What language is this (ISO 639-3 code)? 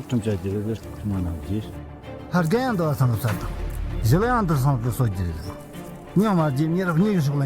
bod